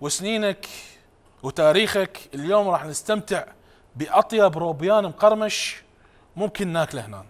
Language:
Mesopotamian Arabic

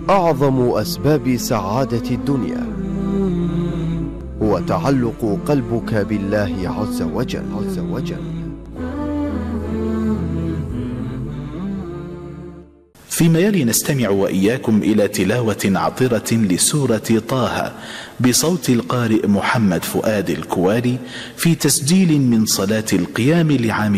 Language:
Arabic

